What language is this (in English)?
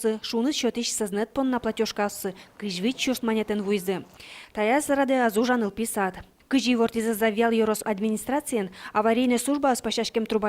Udmurt